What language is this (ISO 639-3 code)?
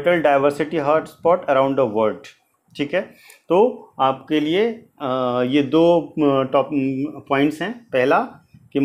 hin